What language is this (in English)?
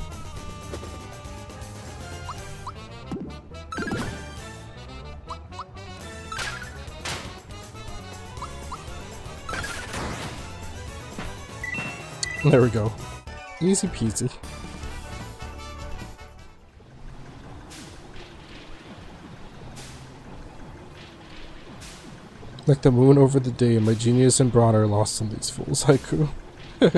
English